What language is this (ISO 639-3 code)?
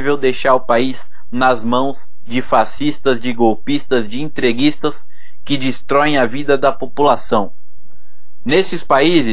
por